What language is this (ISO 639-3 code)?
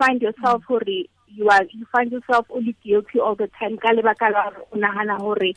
tsn